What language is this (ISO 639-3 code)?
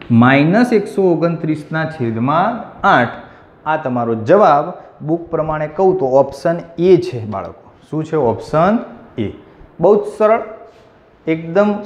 guj